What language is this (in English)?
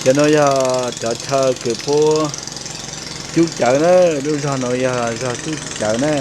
Hmong